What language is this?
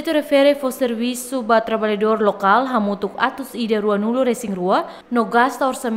Tetum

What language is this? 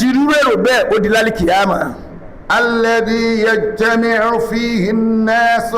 Yoruba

